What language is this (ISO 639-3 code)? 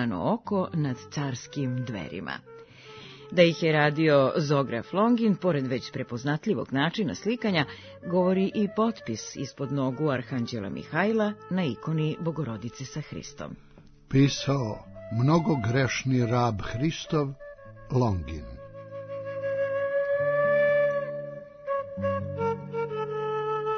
srp